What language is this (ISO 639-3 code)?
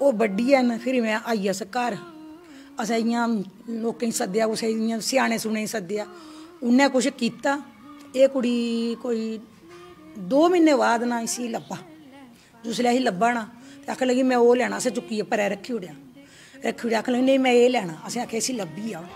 doi